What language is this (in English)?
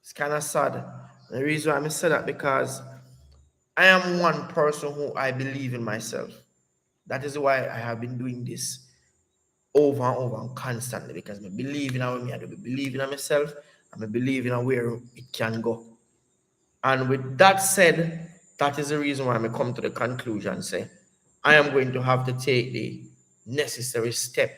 Jamaican Creole English